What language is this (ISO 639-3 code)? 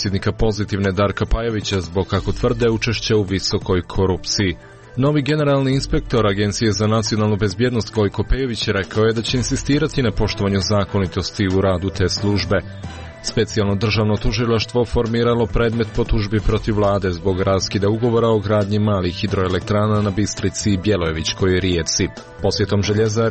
srp